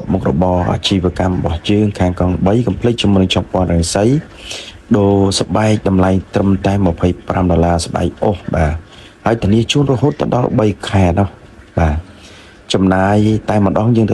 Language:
Khmer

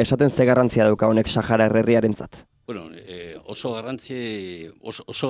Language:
Basque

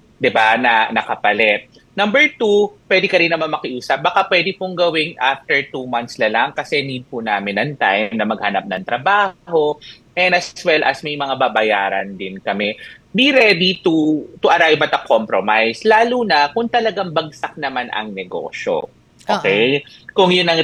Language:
Filipino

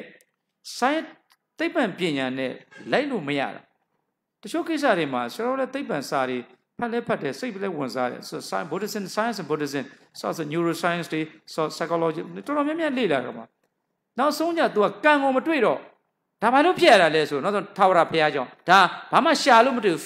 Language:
Burmese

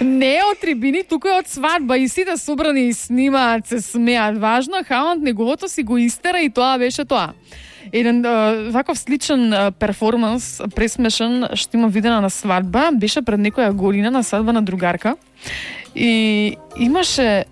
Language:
Macedonian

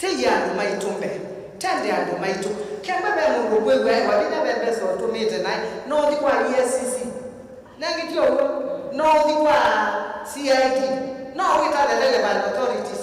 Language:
Kamba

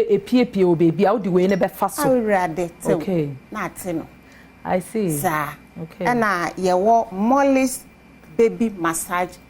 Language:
Akan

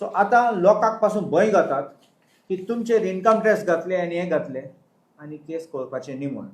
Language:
Konkani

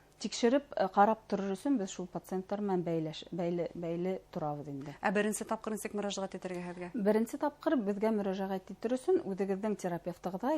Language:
Bashkir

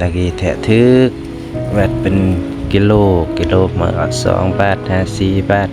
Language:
Lao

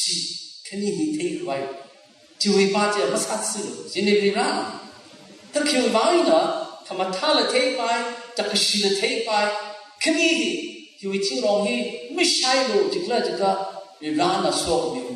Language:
Tangkhul Naga (India)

